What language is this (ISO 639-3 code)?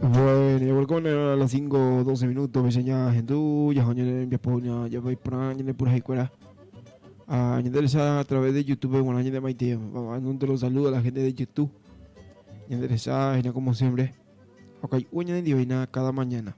grn